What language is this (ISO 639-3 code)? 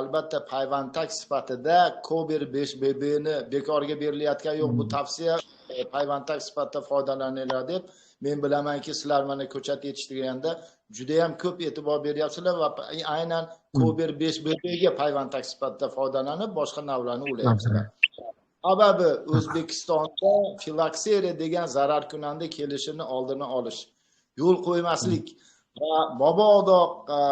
uzb